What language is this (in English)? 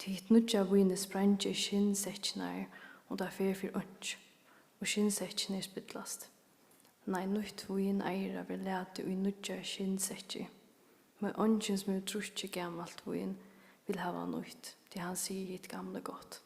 Faroese